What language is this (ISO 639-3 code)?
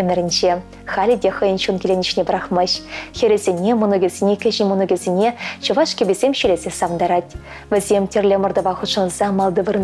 chv